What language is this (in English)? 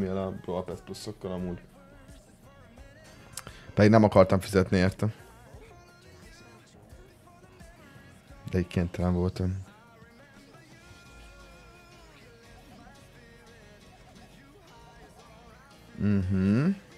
Hungarian